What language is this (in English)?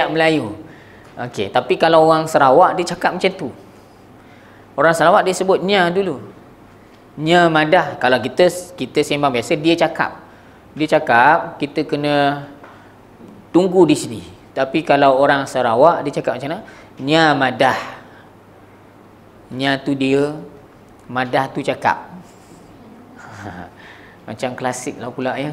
Malay